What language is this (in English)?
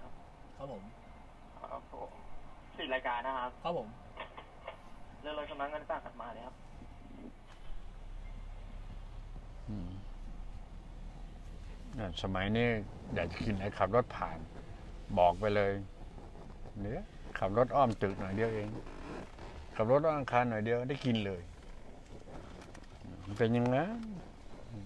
Thai